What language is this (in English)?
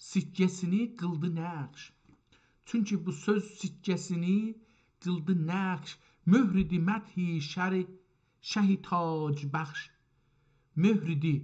South Azerbaijani